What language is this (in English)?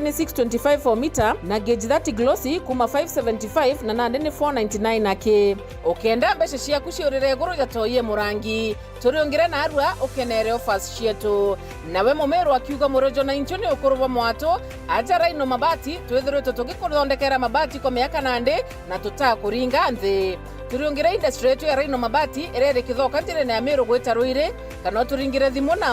Meru